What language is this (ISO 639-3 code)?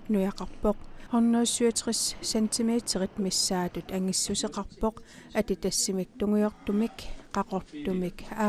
kal